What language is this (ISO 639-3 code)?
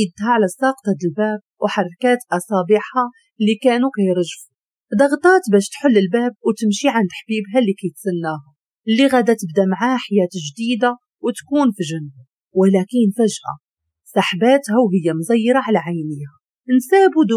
ary